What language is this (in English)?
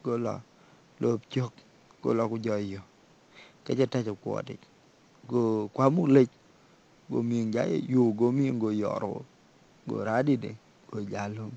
Dinka